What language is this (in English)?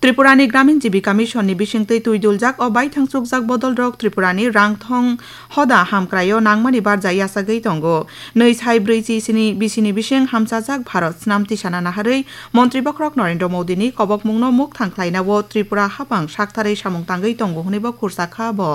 Kok Borok